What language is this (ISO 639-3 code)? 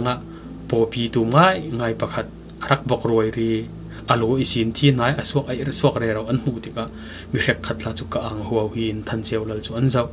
cfm